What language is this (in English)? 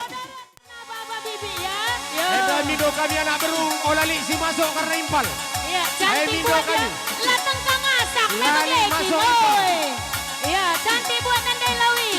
Batak Karo